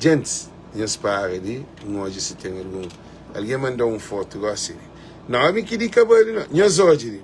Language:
Kabuverdianu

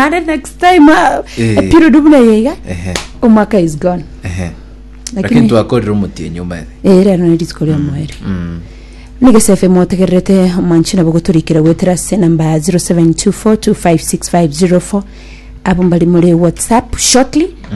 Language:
Gusii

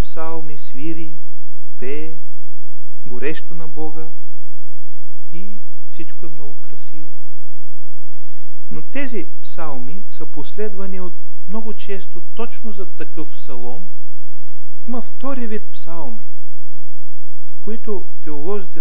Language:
Bulgarian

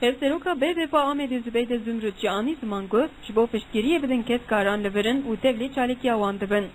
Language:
Kurdish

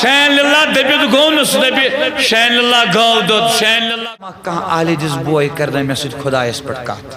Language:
Kashmiri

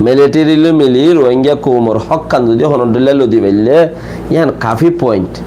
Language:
Rohingya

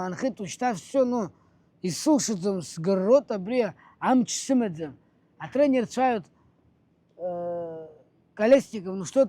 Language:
Abkhazian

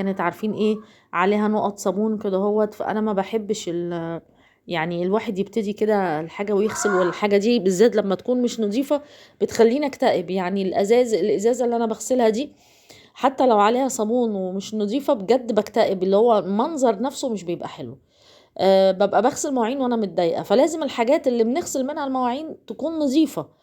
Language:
Egyptian Arabic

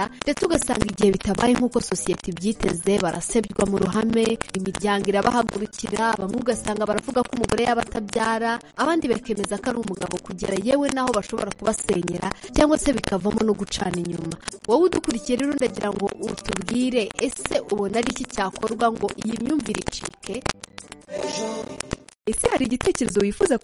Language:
Kinyarwanda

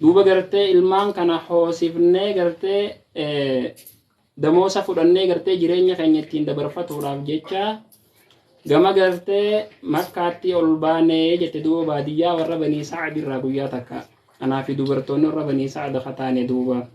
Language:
Oromo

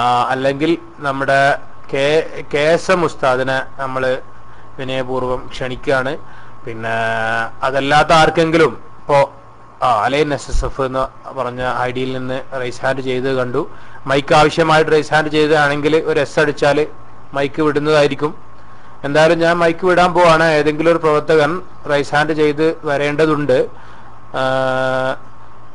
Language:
Malayalam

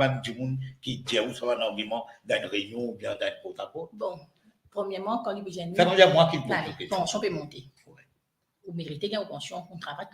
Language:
Morisyen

